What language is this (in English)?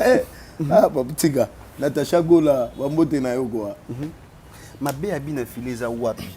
Lingala